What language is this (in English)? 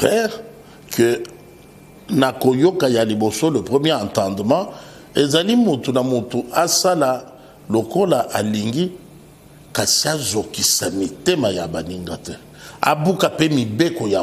Lingala